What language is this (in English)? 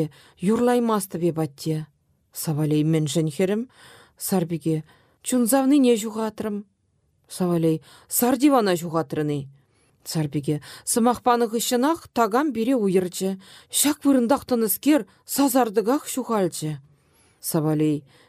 Chuvash